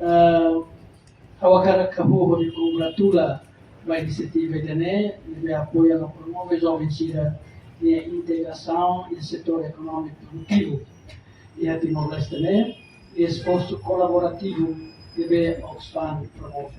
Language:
Tetum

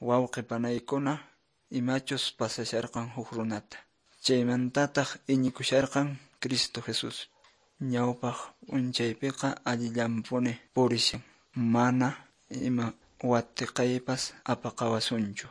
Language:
Quechua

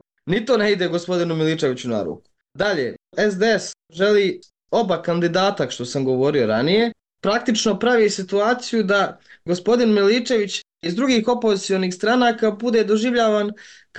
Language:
Bosnian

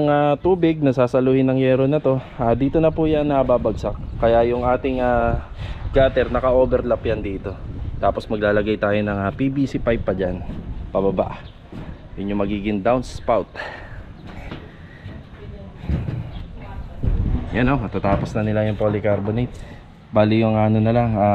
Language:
Filipino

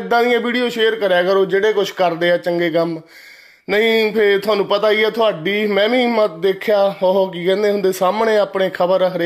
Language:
Punjabi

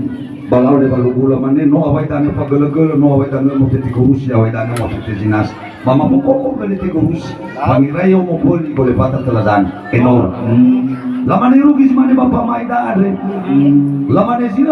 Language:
Nias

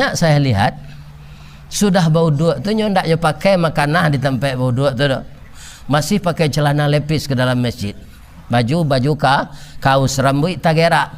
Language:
Minangkabau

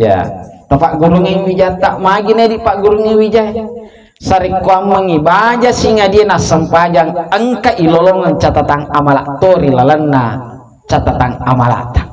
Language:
Buginese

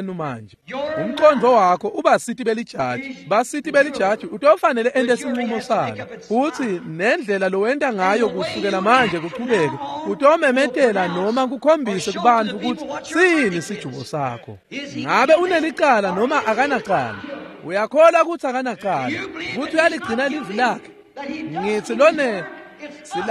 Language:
Swati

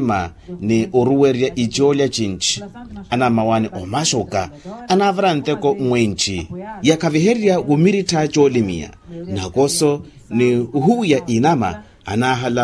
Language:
Makhuwa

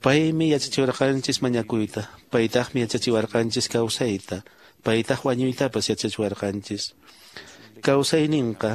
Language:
Quechua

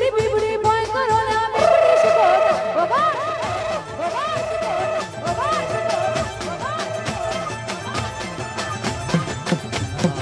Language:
Gujarati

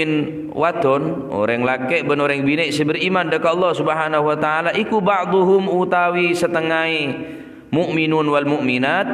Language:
Madurese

